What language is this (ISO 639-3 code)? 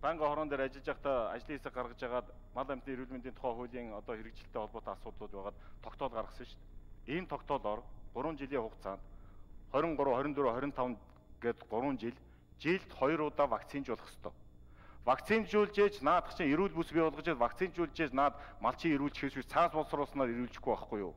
mon